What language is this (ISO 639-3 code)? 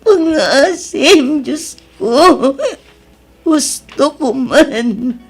ilo